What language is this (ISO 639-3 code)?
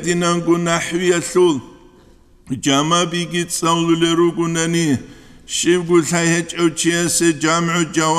ava